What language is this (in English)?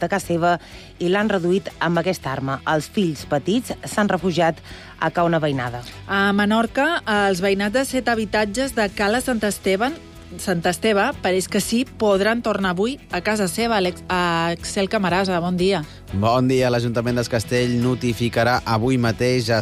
Catalan